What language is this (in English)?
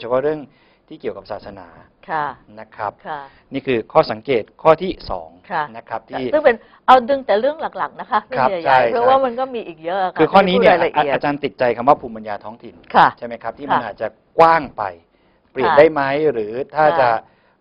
Thai